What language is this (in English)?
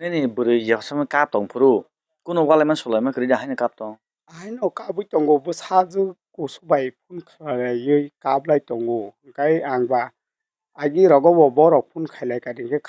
Kok Borok